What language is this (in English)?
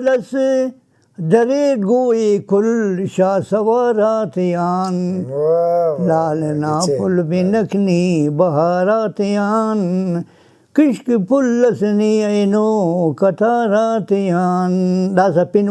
Brahui